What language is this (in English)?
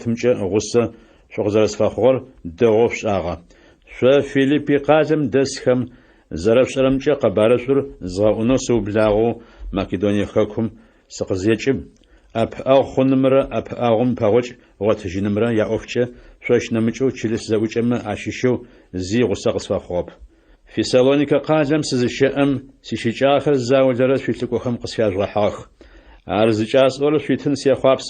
Adyghe